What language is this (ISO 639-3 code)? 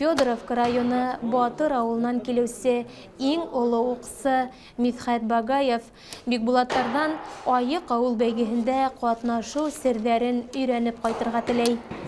bak